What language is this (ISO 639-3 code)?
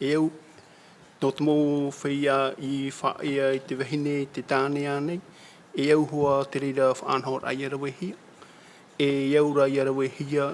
tah